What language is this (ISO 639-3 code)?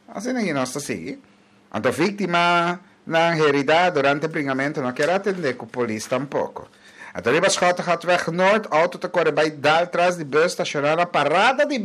pap